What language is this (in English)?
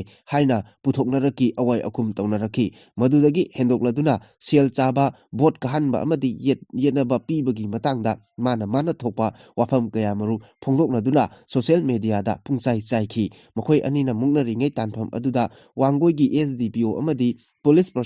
Manipuri